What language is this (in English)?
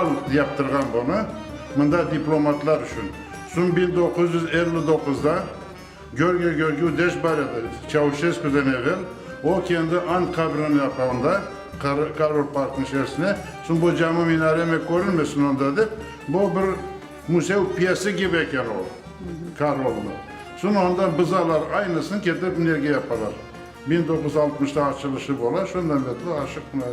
Crimean Tatar